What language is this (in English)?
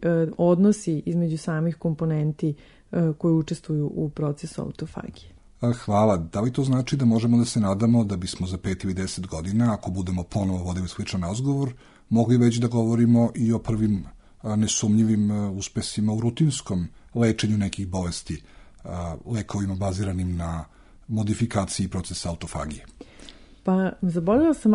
Serbian